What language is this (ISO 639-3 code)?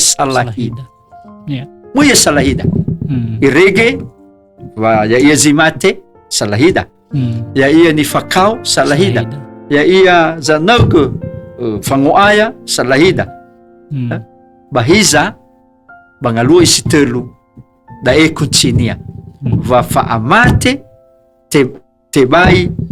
nia